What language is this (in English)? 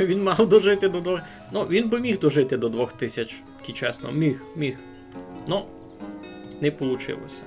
Rusyn